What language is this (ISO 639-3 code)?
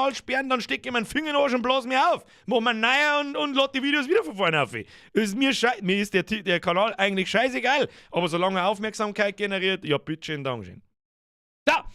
bar